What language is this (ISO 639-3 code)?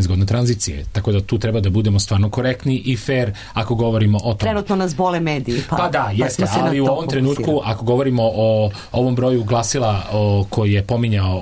srp